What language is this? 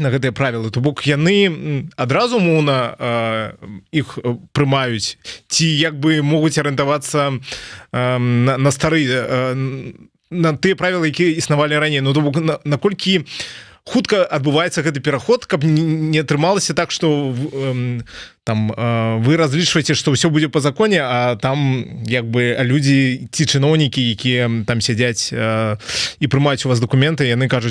Belarusian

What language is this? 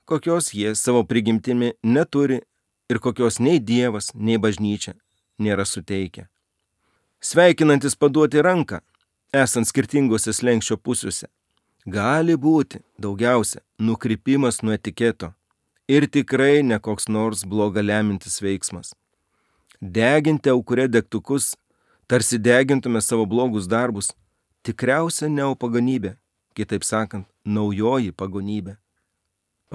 Lithuanian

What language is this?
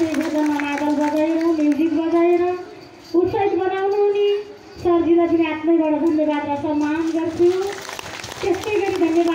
Nepali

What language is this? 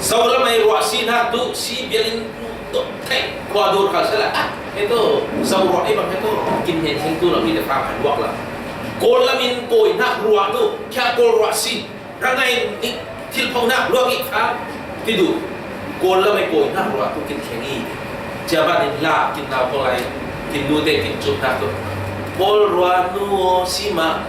Falam Chin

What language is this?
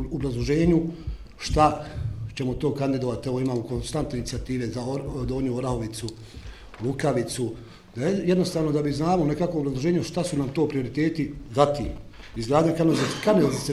Bosnian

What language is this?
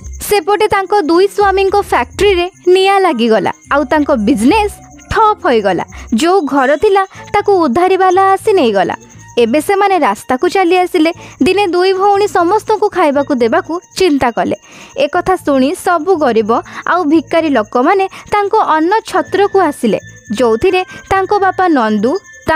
Odia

